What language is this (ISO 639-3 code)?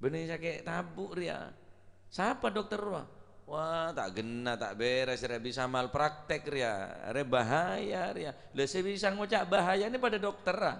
mad